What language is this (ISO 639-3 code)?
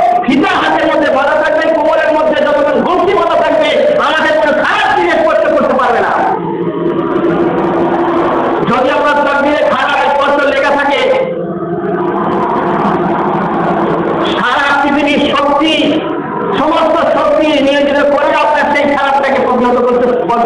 ben